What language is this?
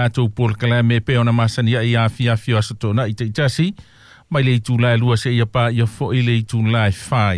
Samoan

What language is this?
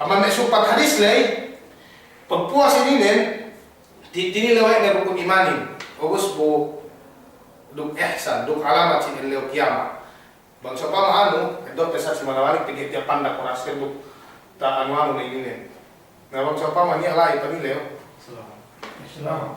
Yakan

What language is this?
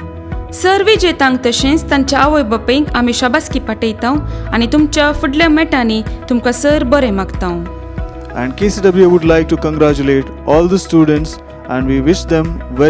Konkani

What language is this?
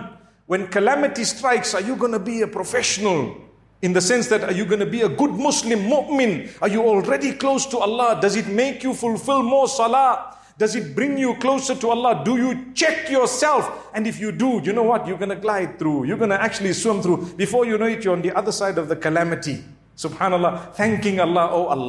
English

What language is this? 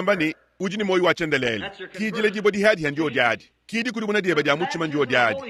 Luba-Lulua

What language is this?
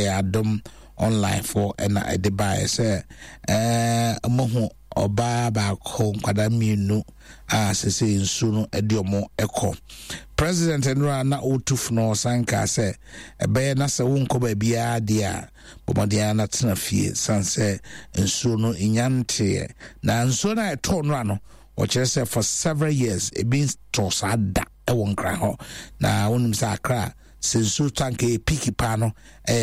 Akan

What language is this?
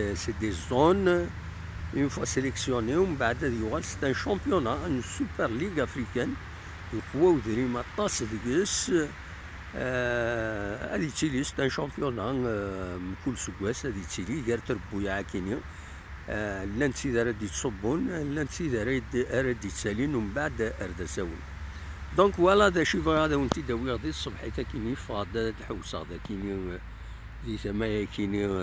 Kabyle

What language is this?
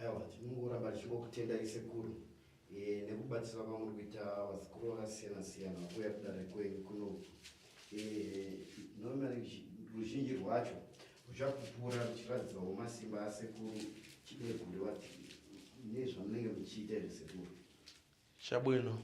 Shona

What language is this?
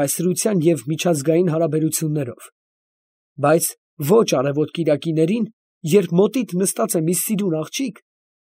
Armenian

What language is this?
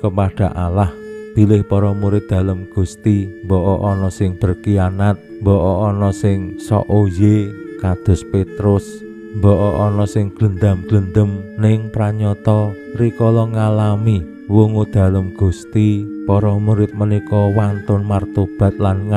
Javanese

